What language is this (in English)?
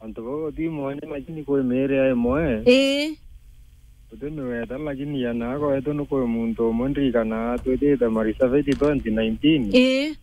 Meru